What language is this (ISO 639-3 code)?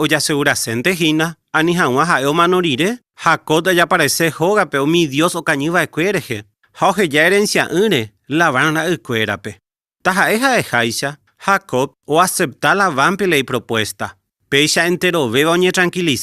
grn